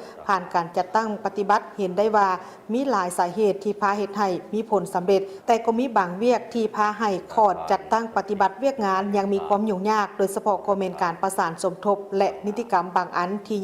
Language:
Lao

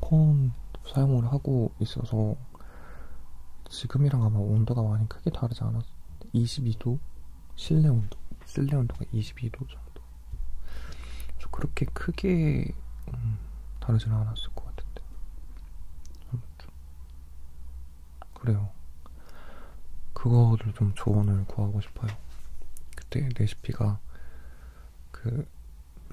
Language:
Korean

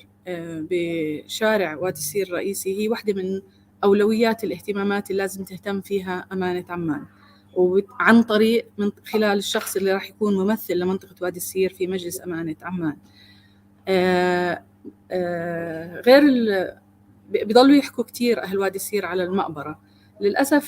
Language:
North Levantine Arabic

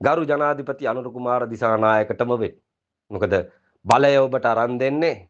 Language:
Sinhala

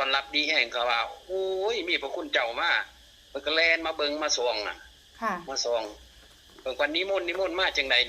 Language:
Northeastern Thai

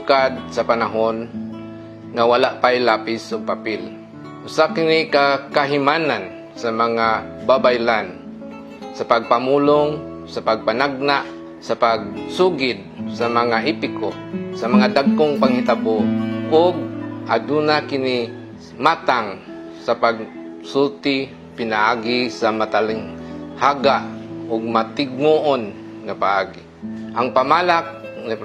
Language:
Cebuano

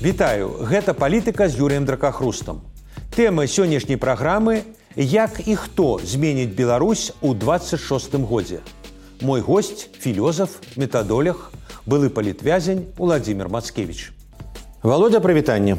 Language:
Belarusian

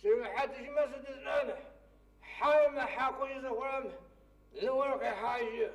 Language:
Adyghe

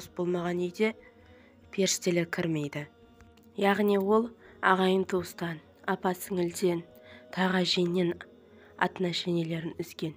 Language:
Kazakh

